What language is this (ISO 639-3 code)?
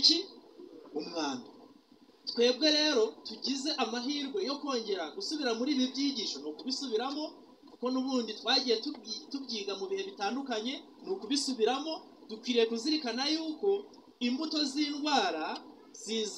kin